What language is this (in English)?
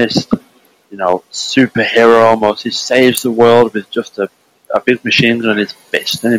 English